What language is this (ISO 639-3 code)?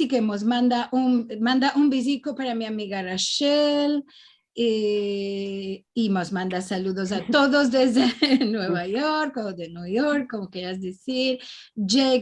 lad